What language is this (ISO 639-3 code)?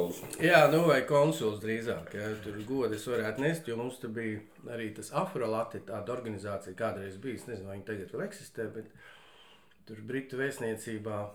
lav